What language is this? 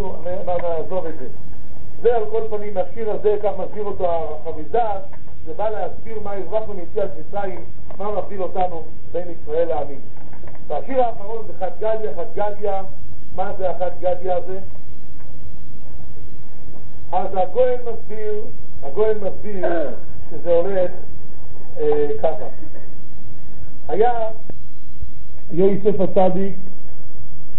Hebrew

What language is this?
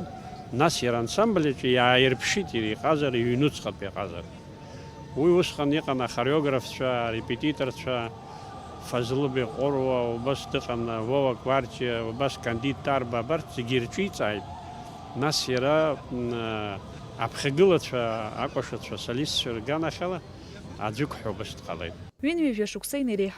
Abkhazian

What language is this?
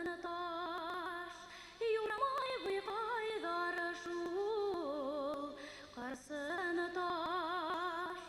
Bashkir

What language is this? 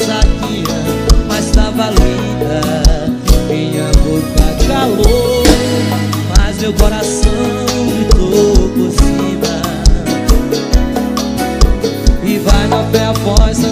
Portuguese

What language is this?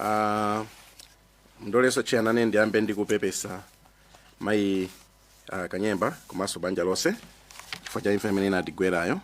Nyanja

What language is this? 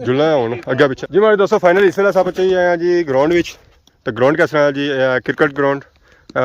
Pahari-Potwari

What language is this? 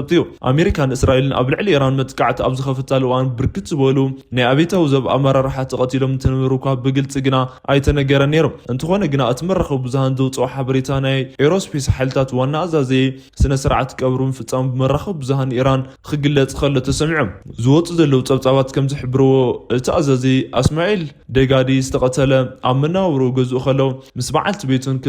Tigrinya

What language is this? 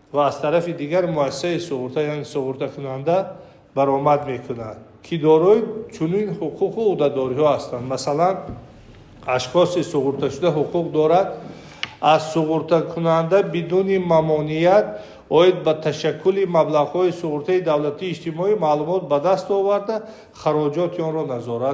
Tajik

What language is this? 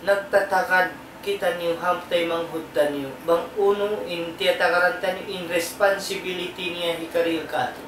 Tausug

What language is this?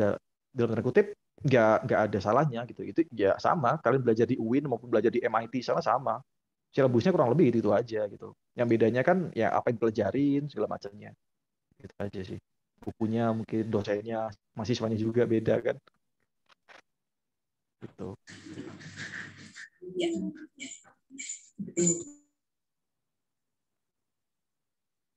Indonesian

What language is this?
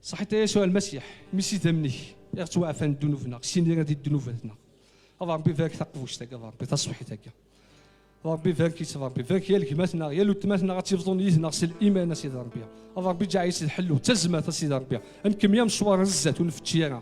Kabyle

